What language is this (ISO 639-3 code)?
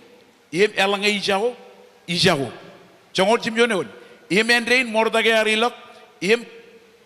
mah